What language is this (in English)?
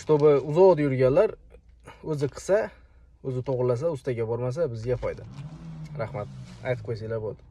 Uzbek